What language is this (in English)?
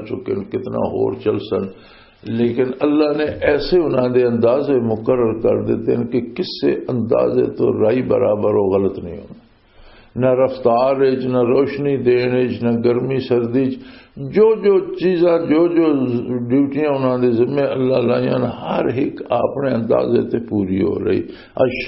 Western Panjabi